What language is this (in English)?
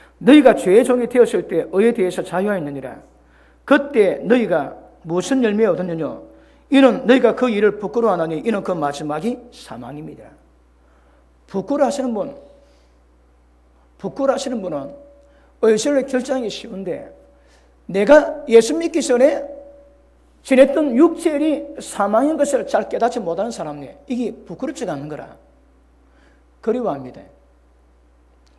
Korean